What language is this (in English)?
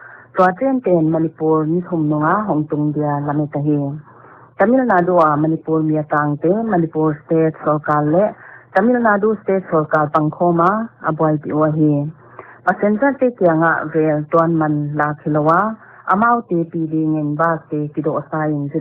Paite Chin